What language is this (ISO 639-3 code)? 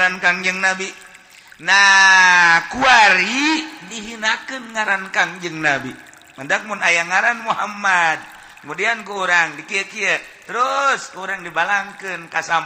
sun